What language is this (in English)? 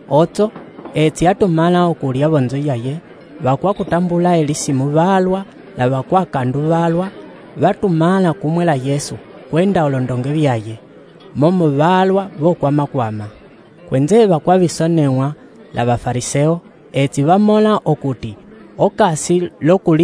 Umbundu